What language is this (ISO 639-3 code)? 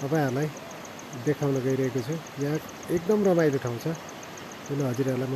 nep